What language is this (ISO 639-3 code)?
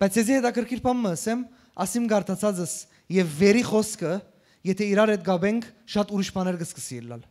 hyw